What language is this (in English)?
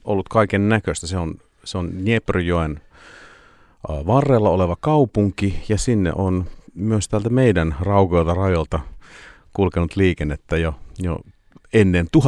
Finnish